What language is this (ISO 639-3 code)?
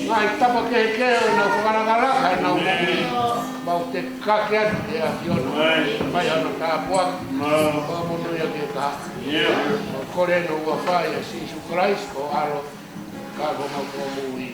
ton